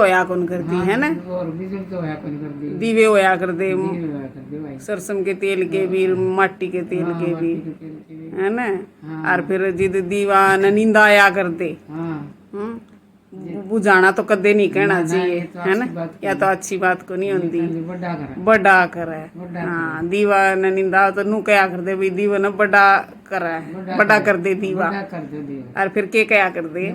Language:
Haryanvi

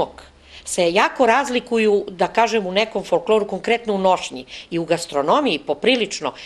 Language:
Serbian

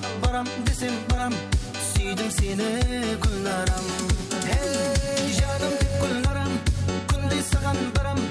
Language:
Kara-Kalpak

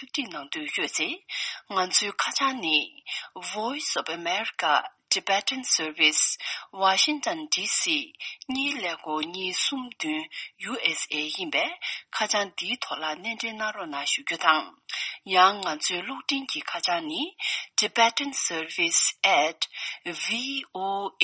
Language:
Tibetan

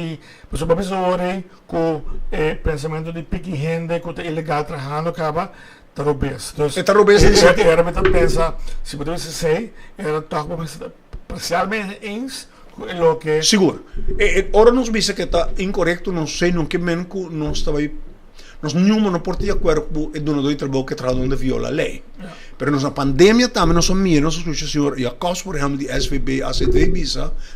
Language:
Papiamento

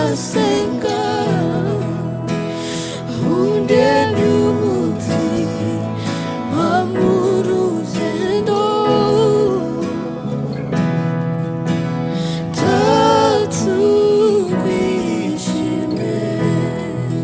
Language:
Kinyarwanda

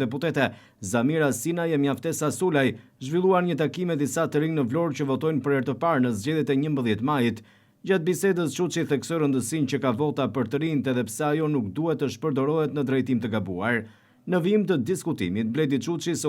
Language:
Albanian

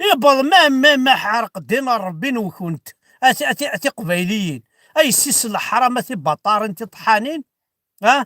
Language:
Kabyle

